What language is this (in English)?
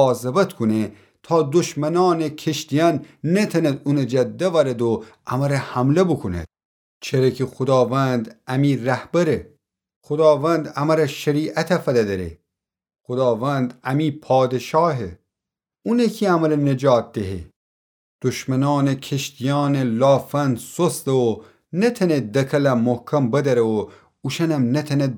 Gilaki